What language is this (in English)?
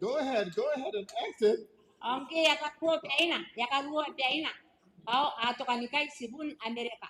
Gilbertese